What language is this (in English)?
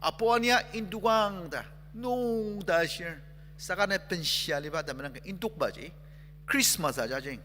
Ao Naga